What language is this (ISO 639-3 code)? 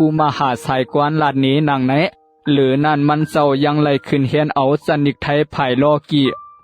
shn